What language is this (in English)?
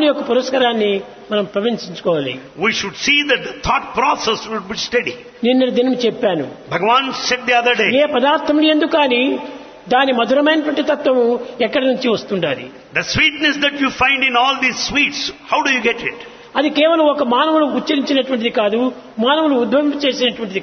Telugu